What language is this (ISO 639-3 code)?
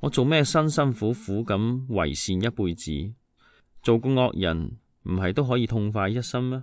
yue